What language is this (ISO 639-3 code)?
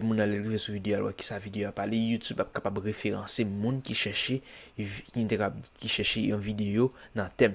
hat